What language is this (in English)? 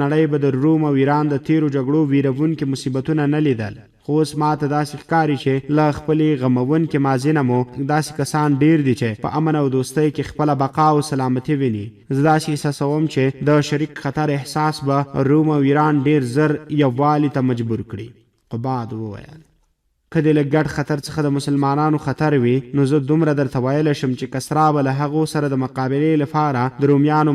Pashto